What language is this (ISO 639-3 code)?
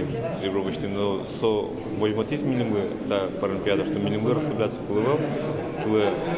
udm